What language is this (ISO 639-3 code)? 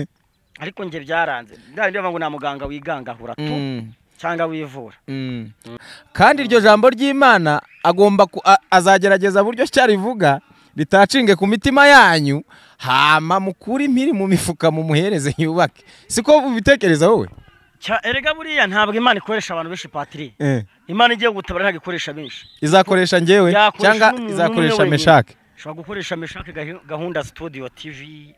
kin